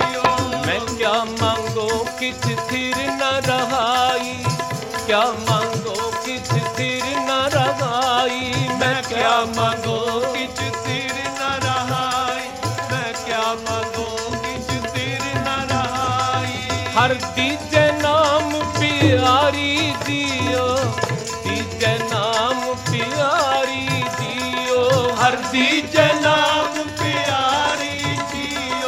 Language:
Punjabi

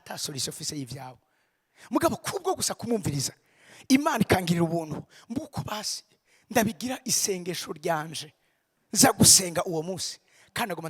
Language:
Rundi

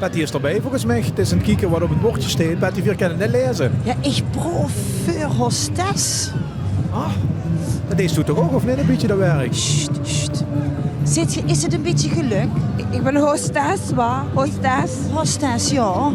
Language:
Limburgish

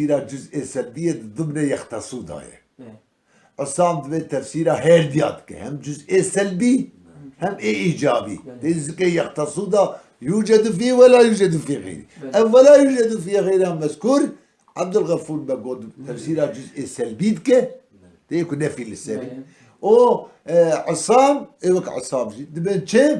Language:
Kurdish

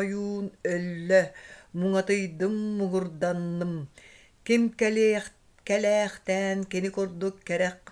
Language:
Yakut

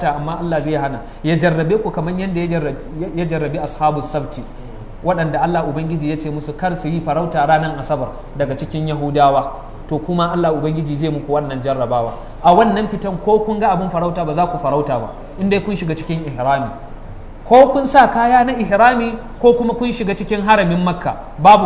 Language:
Hausa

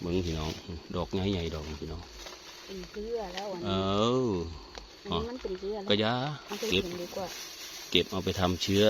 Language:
Northeastern Thai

